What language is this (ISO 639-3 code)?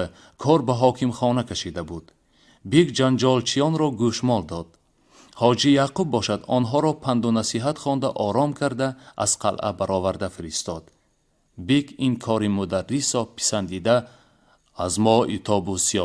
tgk